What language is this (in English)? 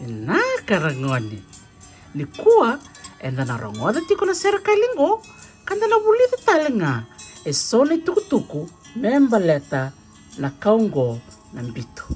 Fijian